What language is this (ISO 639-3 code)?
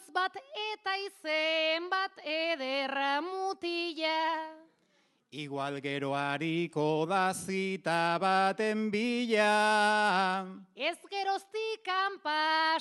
eus